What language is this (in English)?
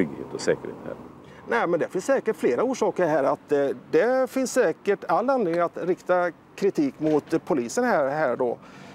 Swedish